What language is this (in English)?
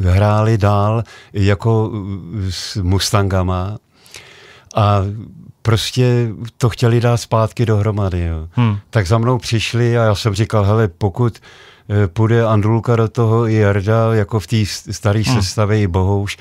Czech